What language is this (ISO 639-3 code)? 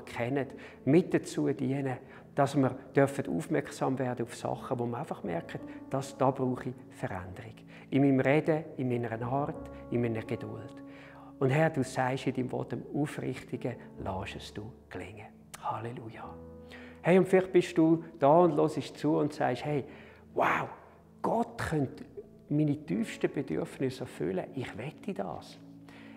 gsw